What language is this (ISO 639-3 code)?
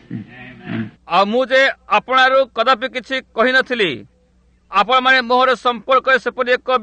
ori